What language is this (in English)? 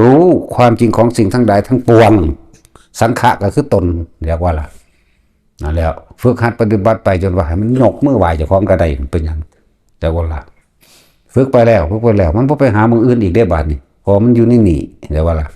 Northeastern Thai